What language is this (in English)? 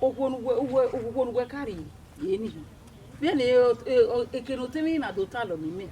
Bini